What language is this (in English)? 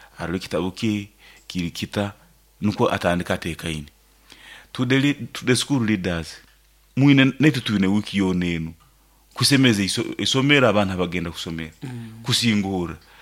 Nyoro